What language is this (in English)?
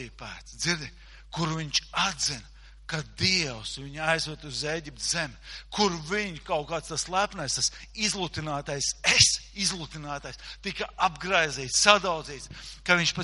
Latvian